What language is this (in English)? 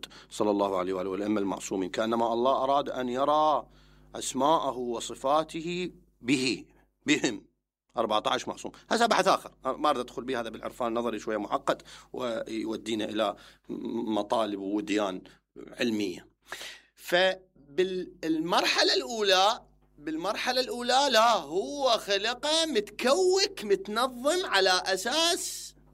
Mesopotamian Arabic